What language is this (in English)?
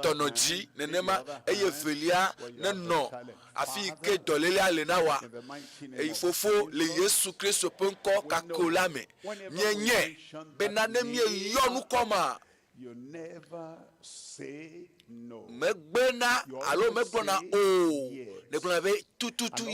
Ewe